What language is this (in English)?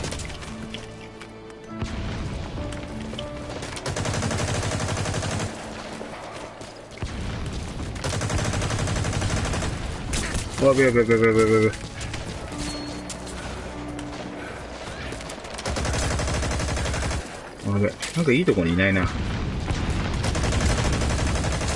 Japanese